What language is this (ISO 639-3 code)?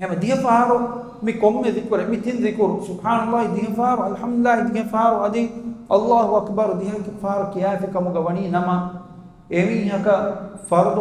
div